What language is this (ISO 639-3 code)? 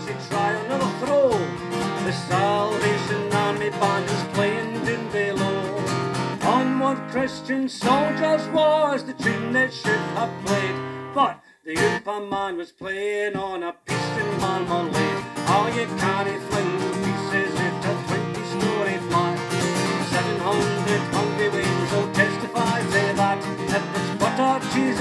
sco